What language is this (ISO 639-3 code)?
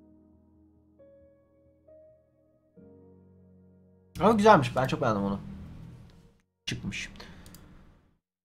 tur